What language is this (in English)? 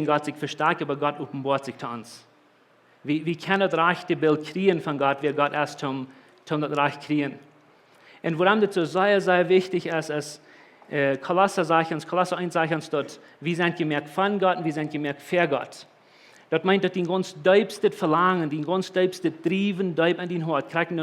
Plautdietsch